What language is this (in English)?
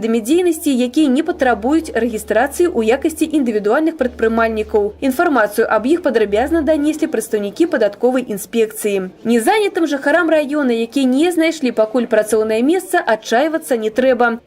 Belarusian